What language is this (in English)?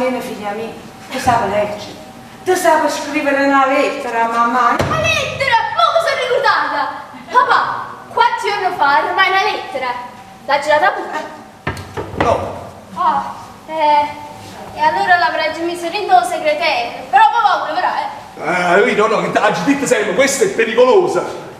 Neapolitan